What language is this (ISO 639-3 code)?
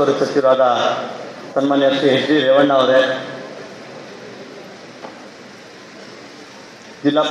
kan